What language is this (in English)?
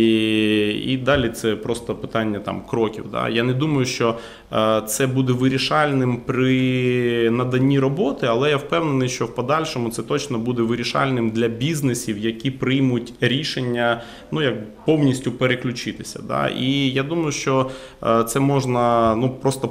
Ukrainian